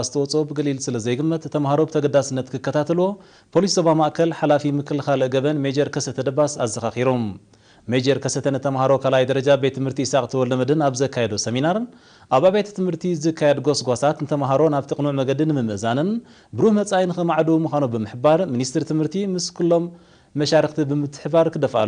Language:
Tigrinya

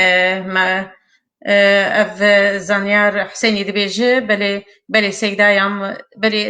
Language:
Kurdish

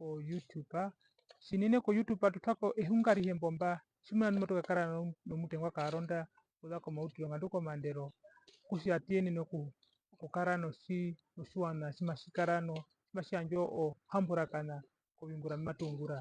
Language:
Herero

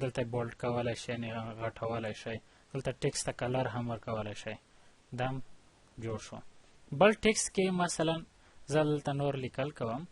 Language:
Pashto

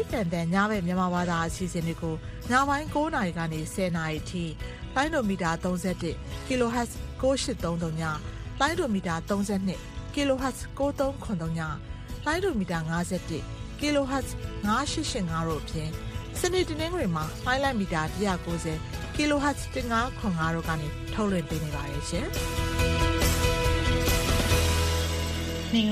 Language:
Burmese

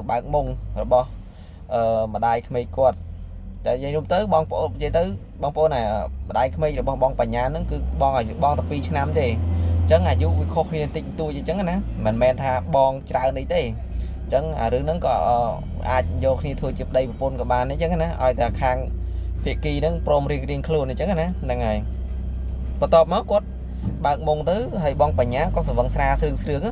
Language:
Khmer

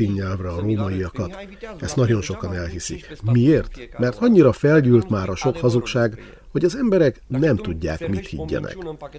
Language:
Hungarian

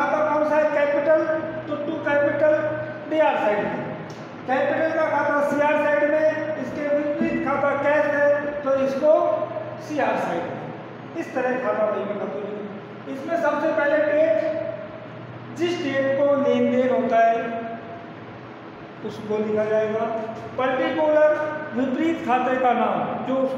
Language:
Hindi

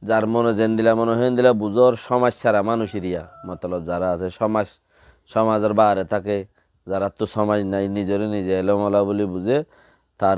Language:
Rohingya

